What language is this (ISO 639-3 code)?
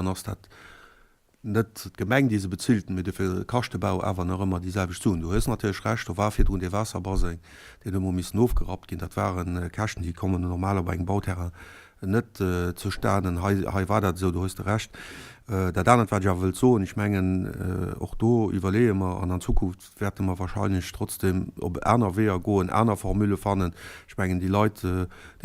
ltz